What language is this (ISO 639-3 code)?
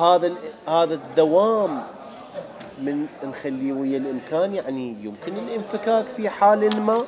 acm